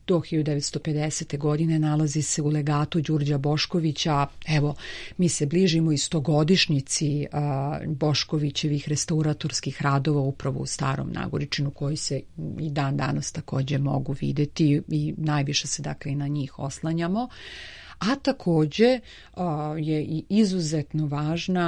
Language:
Serbian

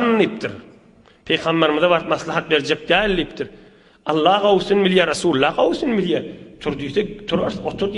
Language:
Turkmen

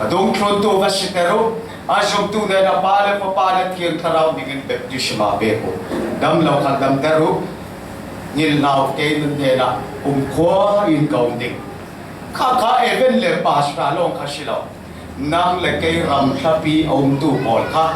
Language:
Falam Chin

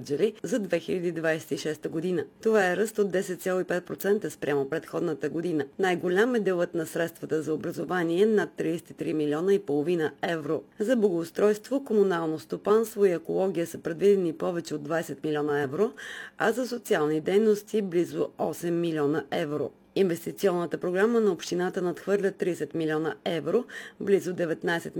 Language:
Bulgarian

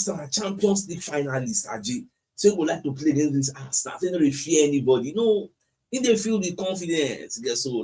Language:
Nigerian Pidgin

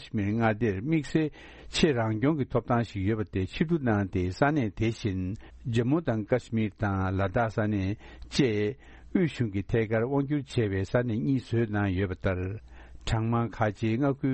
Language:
Tibetan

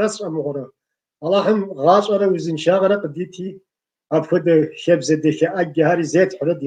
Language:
Kabardian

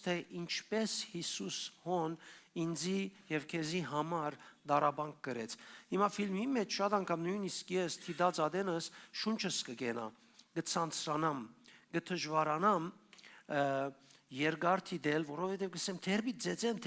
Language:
Western Armenian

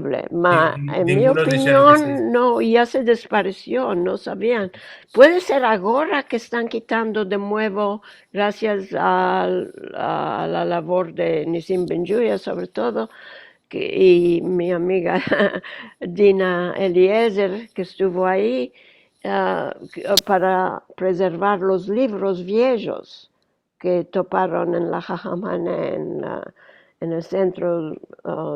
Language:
Ladino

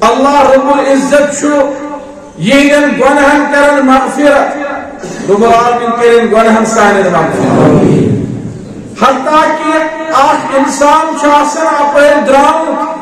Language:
Kashmiri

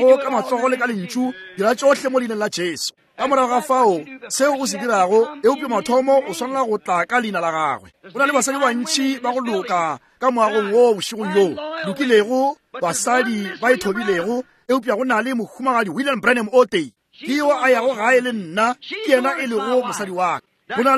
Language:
Northern Sotho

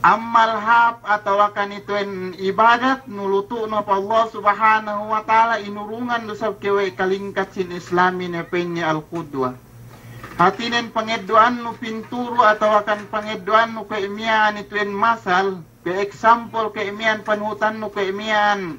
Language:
Yakan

